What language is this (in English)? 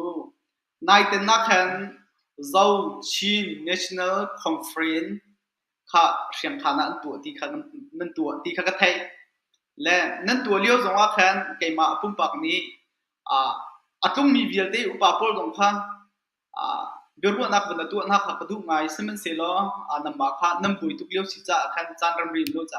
Hakha Chin